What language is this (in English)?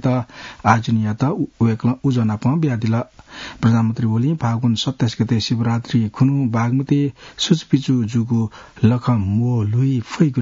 Newari